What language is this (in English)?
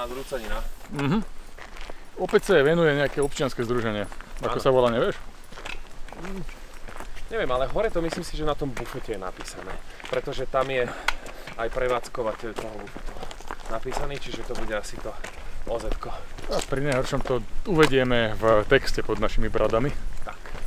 Slovak